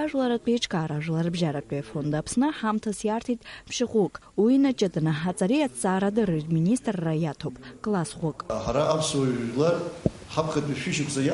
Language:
Abkhazian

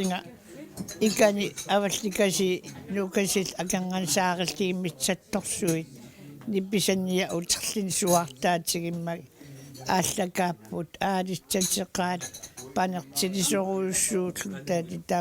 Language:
Kalaallisut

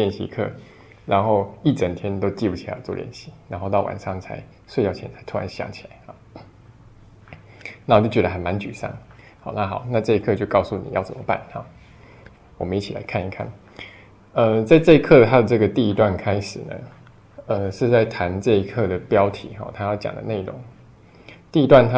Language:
Chinese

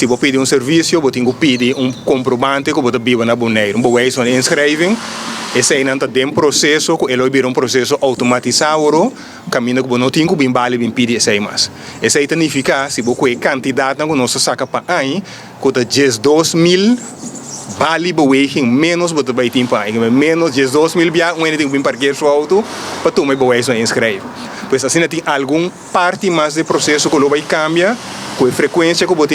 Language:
Papiamento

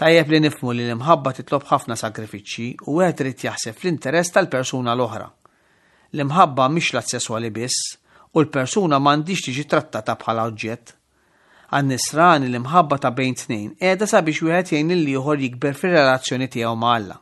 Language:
Maltese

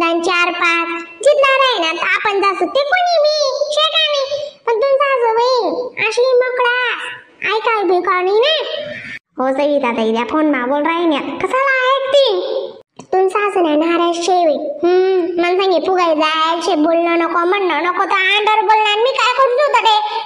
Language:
Khandesi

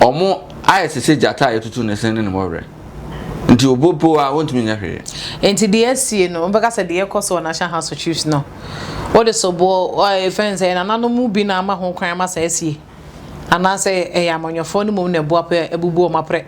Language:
Akan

